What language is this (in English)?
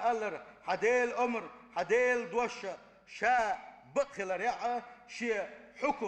Chechen